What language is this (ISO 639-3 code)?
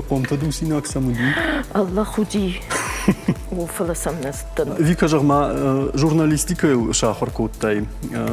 oss